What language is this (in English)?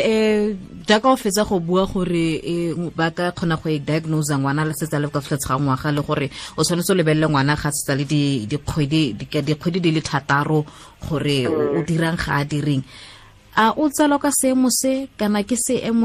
Tswana